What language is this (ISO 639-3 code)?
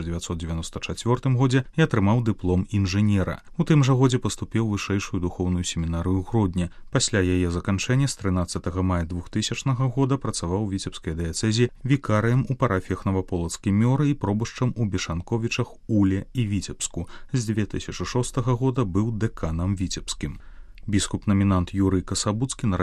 bel